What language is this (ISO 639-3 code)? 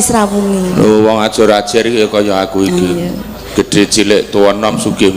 jav